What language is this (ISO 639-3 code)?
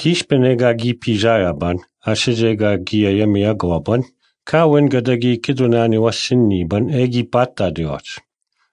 bre